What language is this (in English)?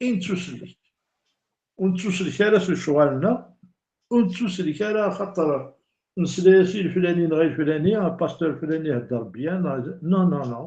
Kabyle